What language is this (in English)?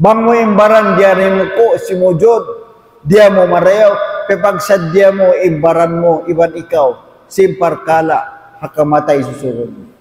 Tausug